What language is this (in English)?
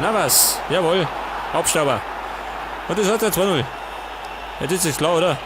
Bavarian